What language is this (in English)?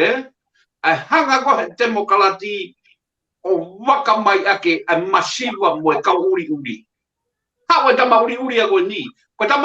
Tongan